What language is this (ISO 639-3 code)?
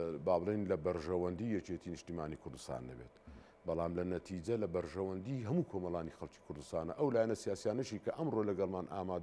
ckb